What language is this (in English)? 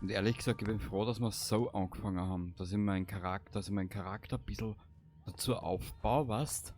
Bavarian